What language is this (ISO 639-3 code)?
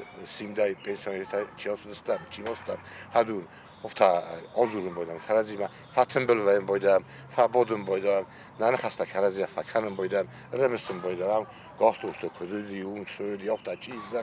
oss